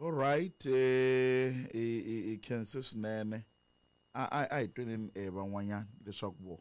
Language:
Tsonga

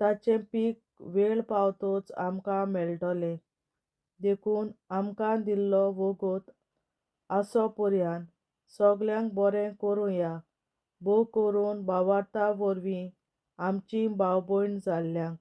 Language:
Konkani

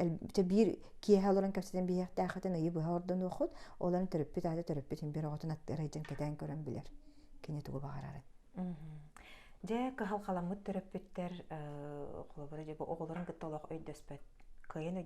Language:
Yakut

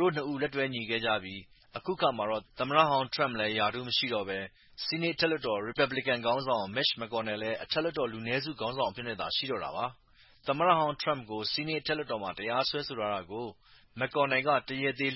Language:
Burmese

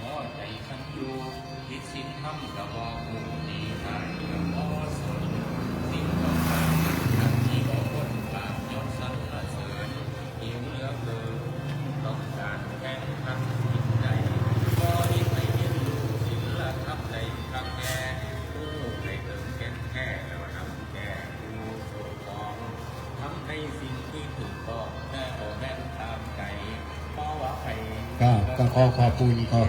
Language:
Northeastern Thai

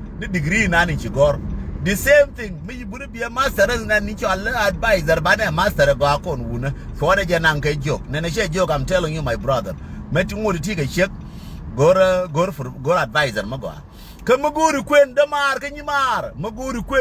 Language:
Nuer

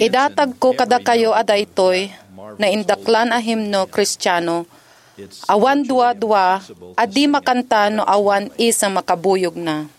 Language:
Iloko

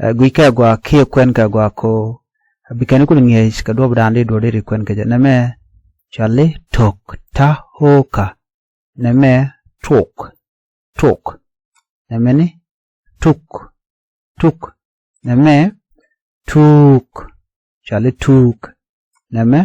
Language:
Nuer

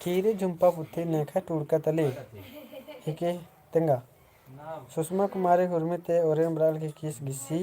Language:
Kurukh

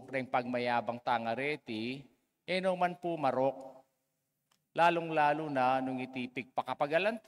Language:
Pampanga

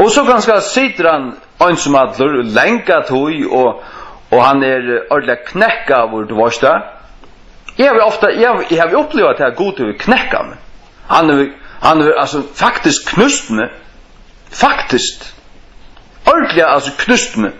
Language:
Faroese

